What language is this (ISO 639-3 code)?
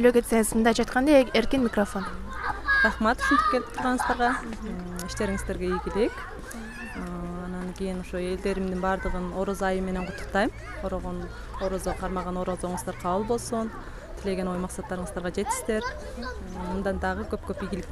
kir